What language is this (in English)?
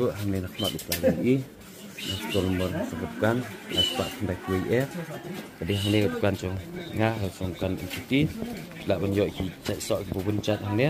Khasi